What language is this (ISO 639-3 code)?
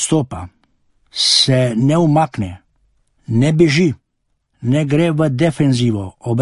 slv